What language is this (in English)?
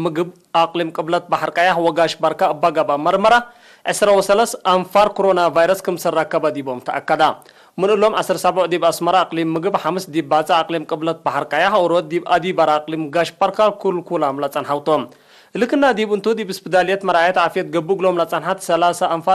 Tigre